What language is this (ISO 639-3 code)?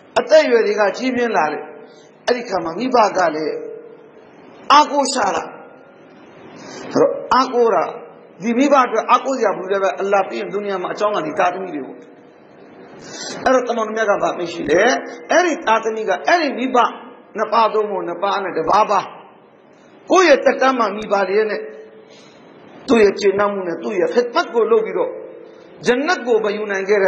mya